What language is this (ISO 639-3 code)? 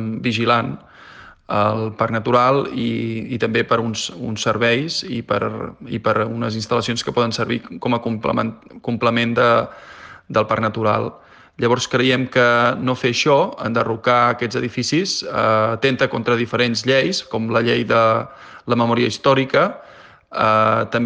cat